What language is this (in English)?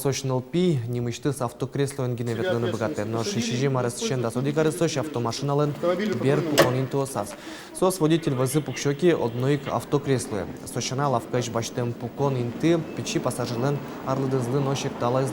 Udmurt